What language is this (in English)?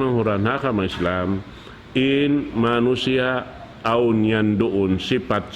Tausug